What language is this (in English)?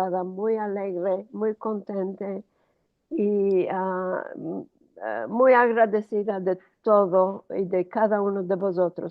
Ladino